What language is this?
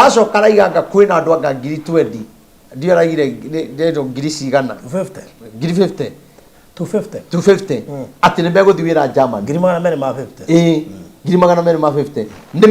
Kikuyu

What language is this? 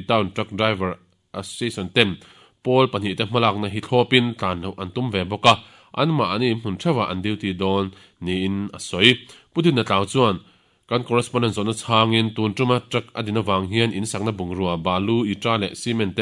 Mizo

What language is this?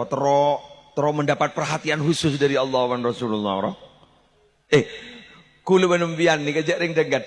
Madurese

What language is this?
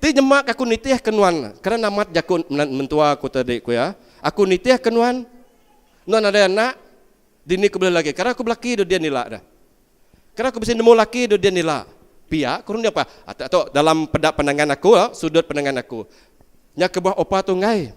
Iban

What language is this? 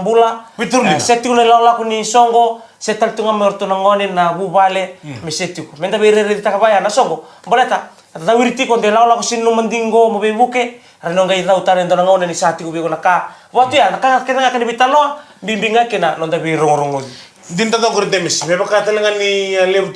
Fijian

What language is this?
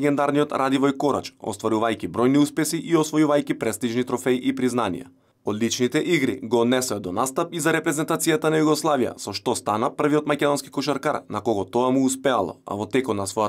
Macedonian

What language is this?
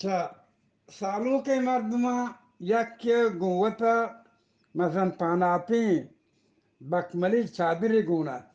Eastern Balochi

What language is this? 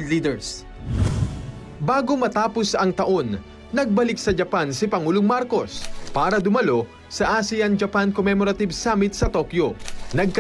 Filipino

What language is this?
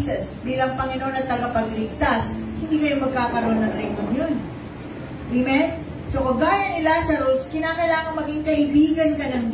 Filipino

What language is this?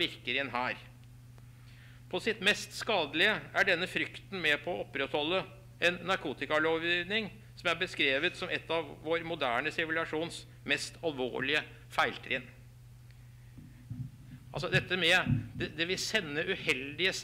Norwegian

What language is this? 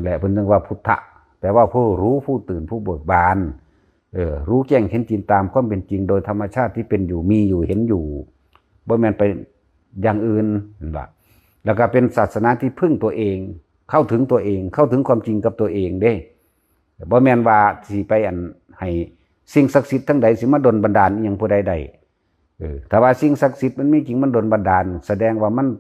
Northeastern Thai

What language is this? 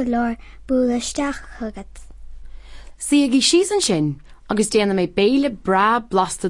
Irish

